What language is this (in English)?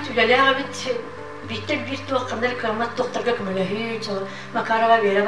Yakut